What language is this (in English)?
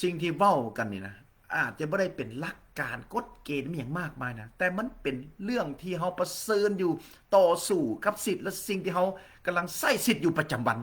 Lao